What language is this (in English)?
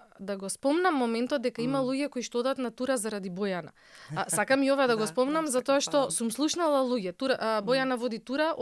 Macedonian